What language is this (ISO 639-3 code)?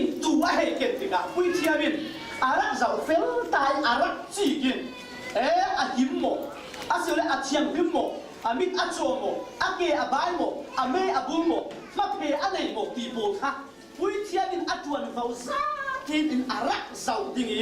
cfm